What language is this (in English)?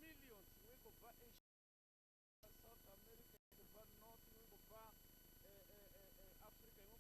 Venda